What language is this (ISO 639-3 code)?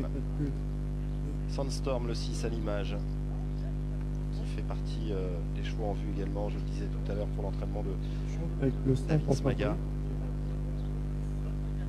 fra